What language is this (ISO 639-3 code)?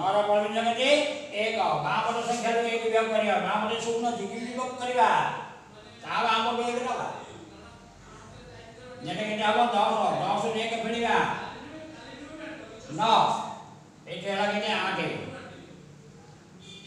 ori